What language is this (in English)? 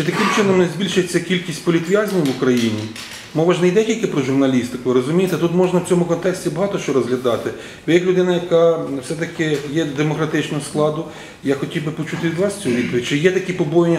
Ukrainian